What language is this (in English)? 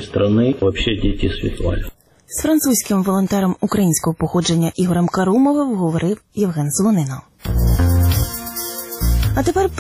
Ukrainian